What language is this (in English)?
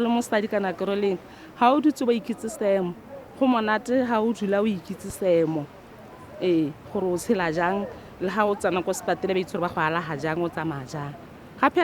Tswana